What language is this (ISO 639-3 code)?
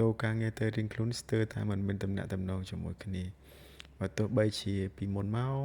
khm